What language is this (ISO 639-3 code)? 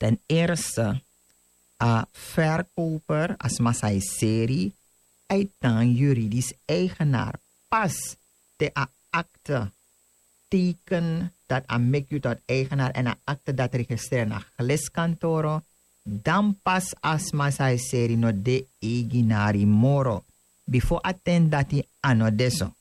srn